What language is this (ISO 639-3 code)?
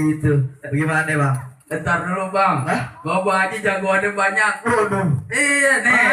bew